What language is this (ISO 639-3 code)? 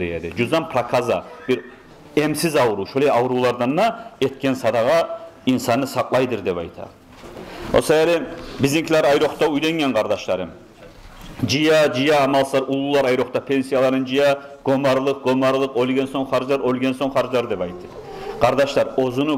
kum